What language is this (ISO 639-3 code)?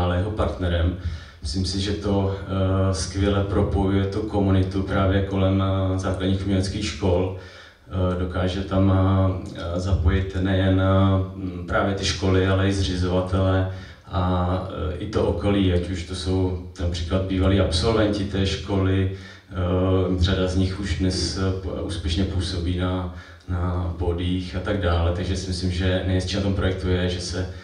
ces